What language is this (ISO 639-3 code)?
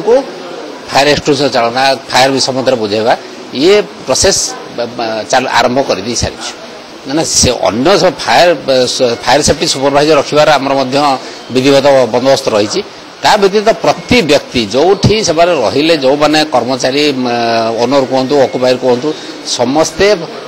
ori